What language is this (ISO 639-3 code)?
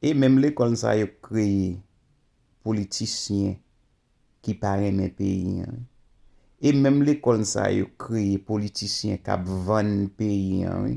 hat